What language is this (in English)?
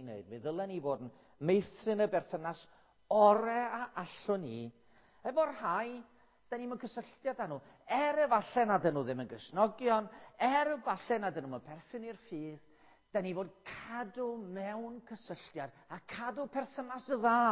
Welsh